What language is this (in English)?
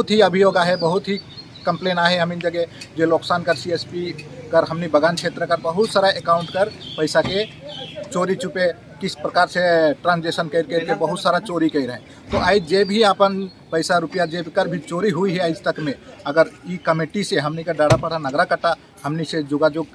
Sadri